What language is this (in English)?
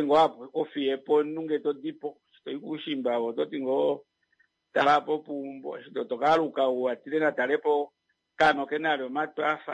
Kuanyama